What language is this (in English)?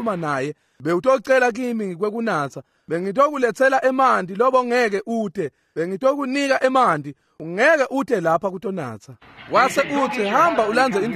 Swati